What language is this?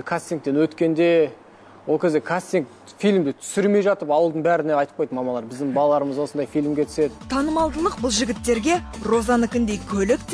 Kazakh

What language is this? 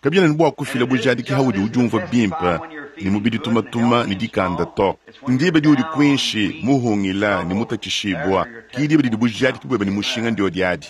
Luba-Lulua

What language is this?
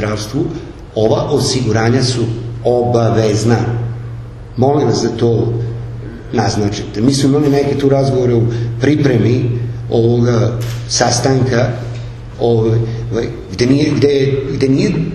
Serbian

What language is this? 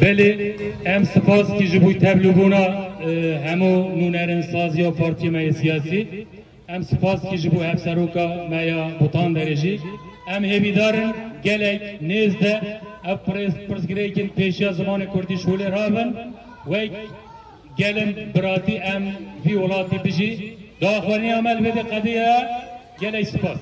Kurdish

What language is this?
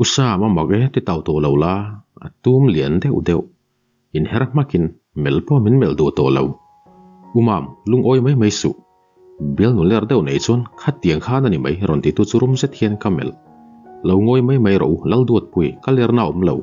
Mizo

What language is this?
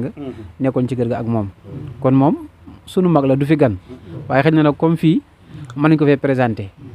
Wolof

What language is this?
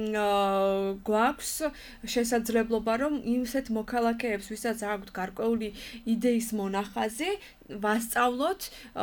Georgian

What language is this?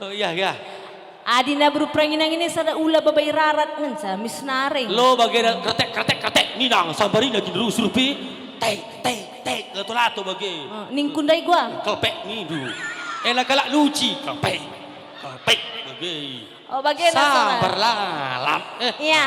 Batak Karo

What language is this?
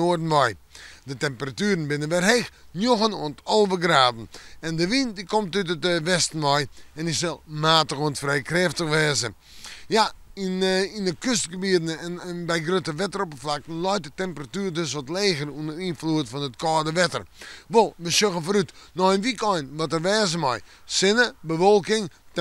Western Frisian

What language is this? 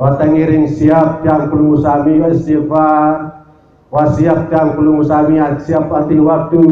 Sasak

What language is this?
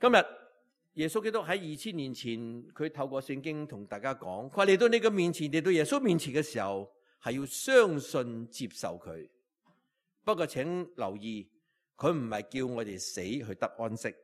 Cantonese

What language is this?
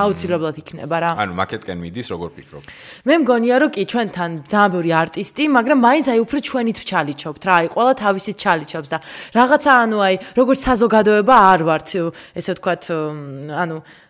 Georgian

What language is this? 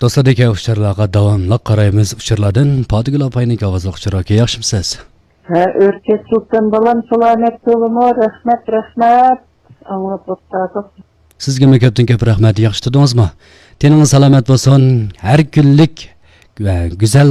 Uyghur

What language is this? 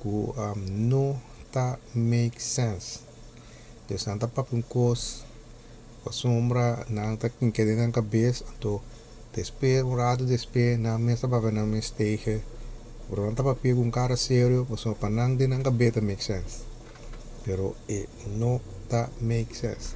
Papiamento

